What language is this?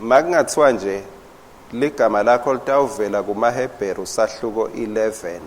Swati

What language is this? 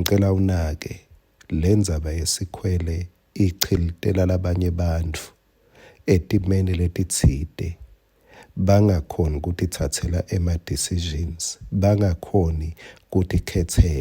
Swati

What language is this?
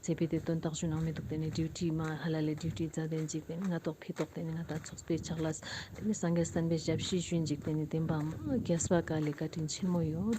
Ladakhi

